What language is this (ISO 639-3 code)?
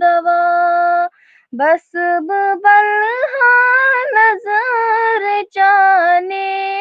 kas